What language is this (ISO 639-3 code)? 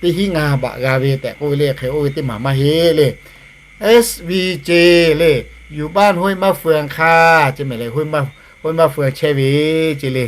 lhu